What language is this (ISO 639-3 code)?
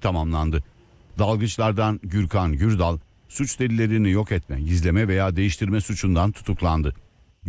tur